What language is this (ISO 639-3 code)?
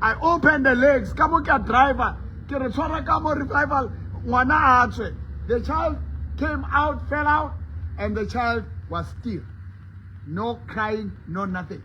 sot